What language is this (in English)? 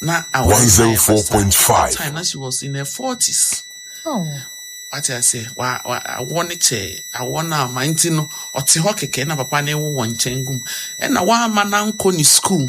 Akan